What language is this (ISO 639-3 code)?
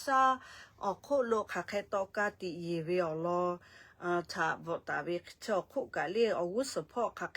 lhu